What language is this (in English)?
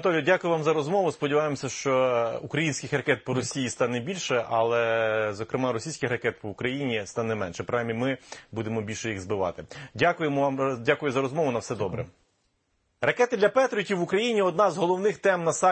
Ukrainian